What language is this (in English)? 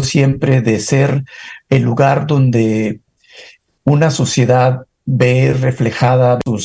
Spanish